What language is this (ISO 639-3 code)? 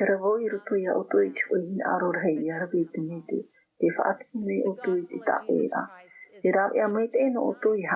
tah